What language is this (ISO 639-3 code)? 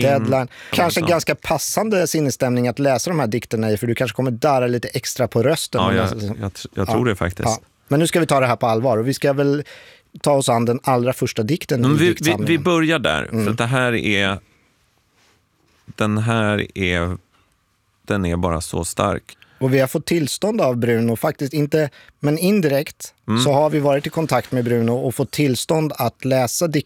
swe